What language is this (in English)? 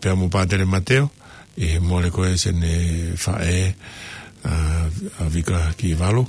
Tongan